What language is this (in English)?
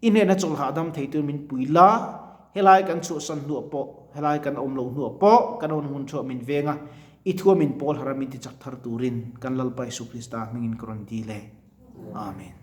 Mizo